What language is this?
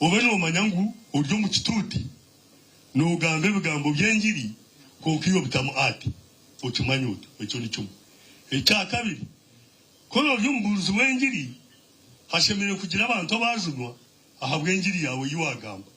Nyankole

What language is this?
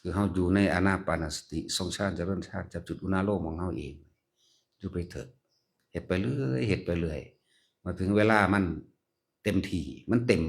Northeastern Thai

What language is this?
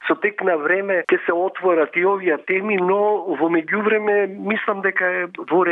Macedonian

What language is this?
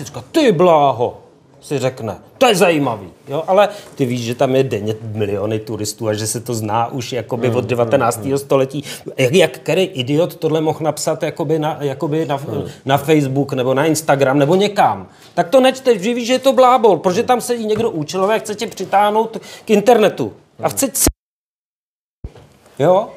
Czech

